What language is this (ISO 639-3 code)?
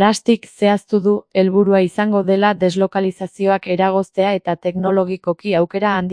eus